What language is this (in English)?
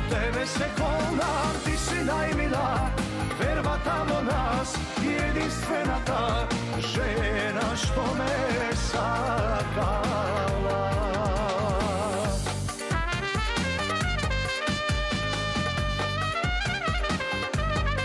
Croatian